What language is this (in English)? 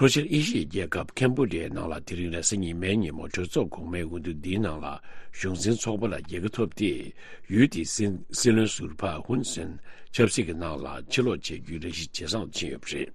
Tibetan